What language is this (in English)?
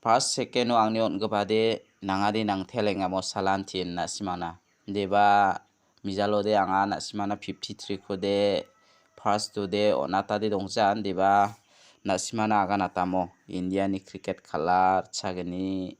Garo